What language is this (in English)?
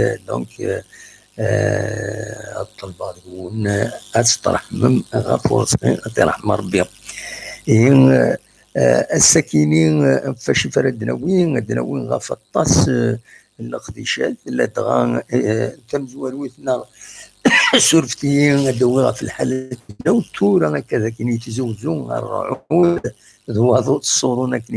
Kabyle